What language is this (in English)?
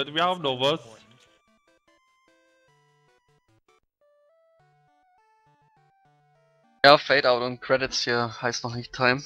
German